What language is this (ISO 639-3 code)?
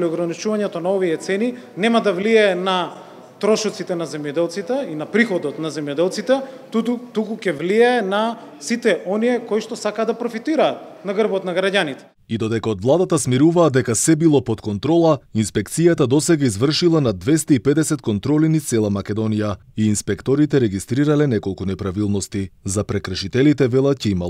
mkd